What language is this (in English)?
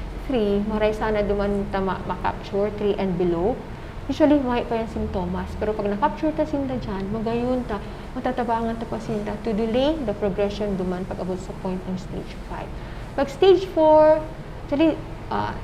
Bikol